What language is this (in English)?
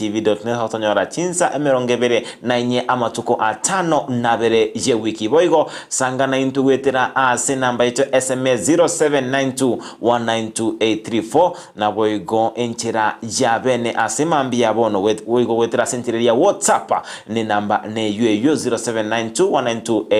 Gusii